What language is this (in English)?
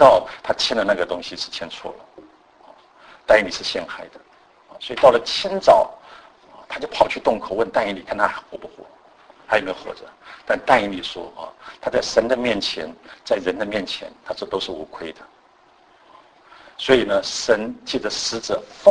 Chinese